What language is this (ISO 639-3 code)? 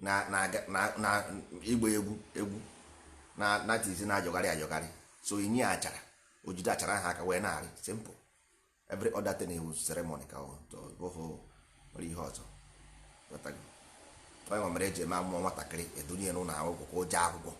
ibo